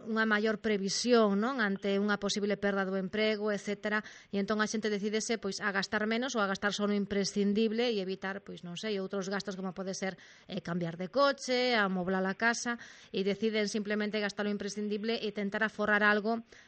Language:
Galician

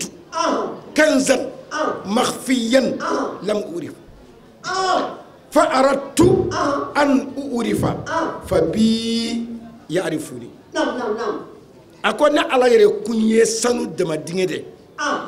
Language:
Bambara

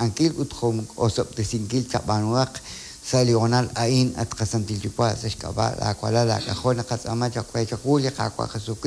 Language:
Kekchí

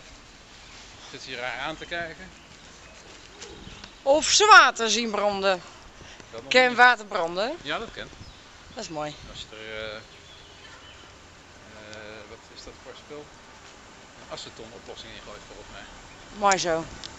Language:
Dutch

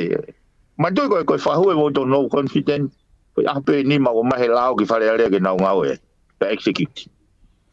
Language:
Tongan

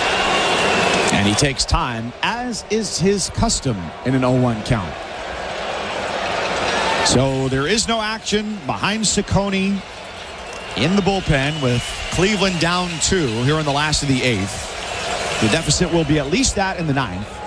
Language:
English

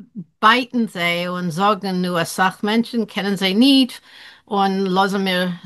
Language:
Yiddish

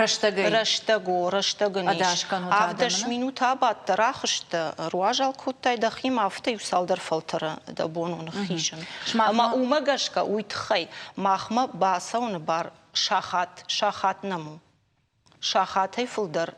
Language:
Ossetic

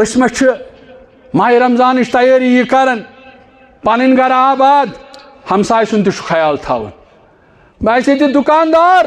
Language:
Kashmiri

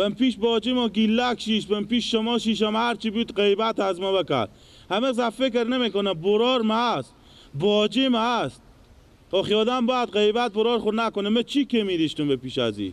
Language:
Persian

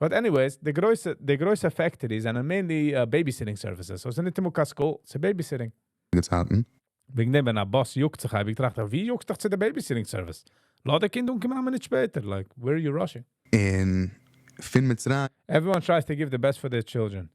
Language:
Yiddish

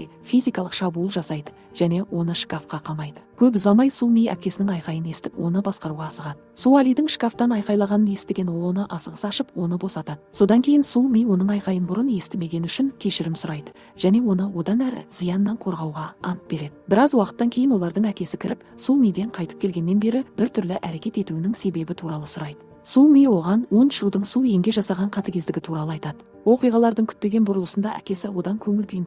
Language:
Kazakh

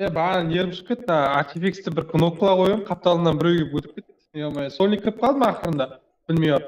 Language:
Kara-Kalpak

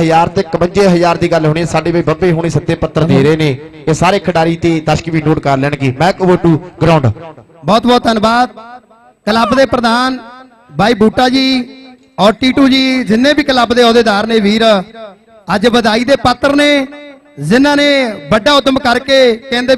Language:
Punjabi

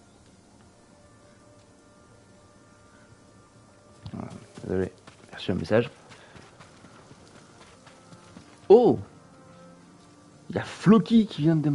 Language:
French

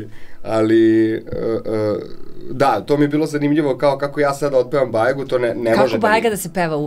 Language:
Serbian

